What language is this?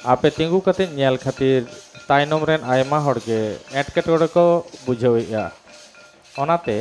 Santali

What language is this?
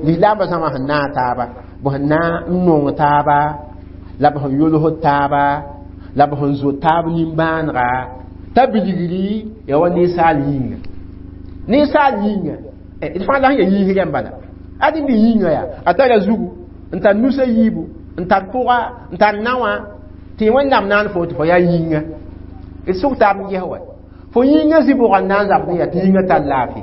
Mossi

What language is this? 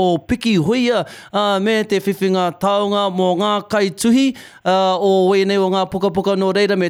Māori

